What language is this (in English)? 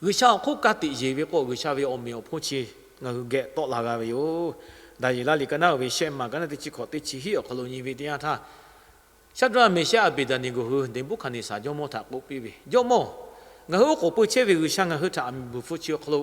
Lahu